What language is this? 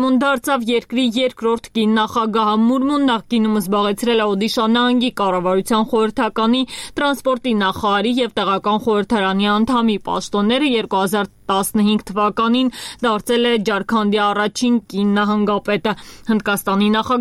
Armenian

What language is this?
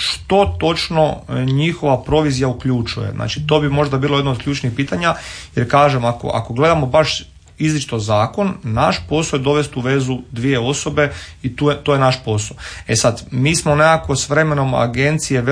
Croatian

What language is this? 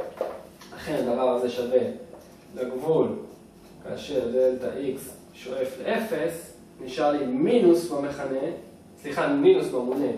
Hebrew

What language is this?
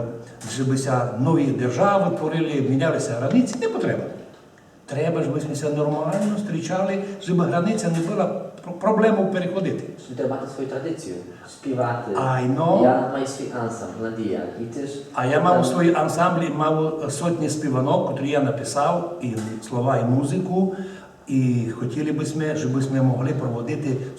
Rusyn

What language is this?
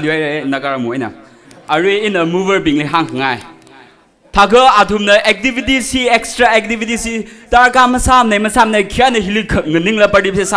Tangkhul Naga (India)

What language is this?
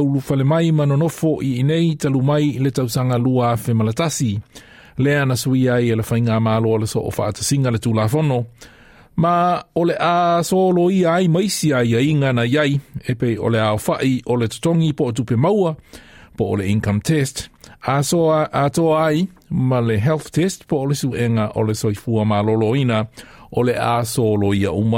Samoan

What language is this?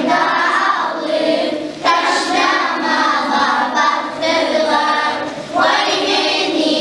Kumyk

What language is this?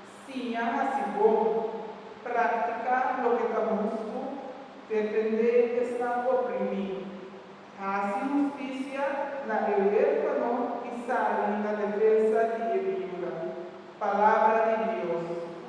Papiamento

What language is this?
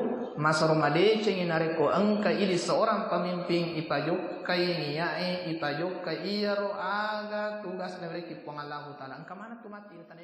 Buginese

